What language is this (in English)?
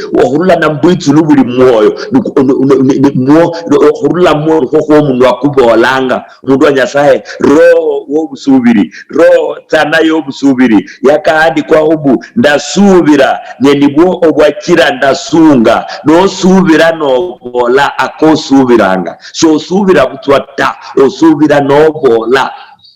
Luyia